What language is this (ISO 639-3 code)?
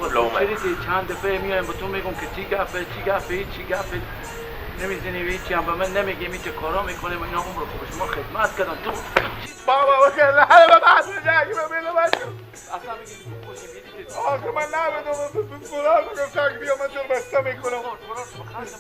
fas